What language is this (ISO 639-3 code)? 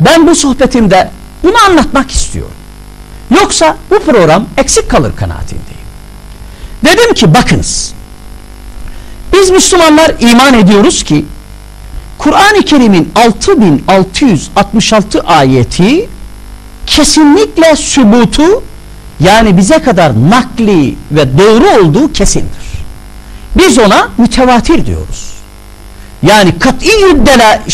tur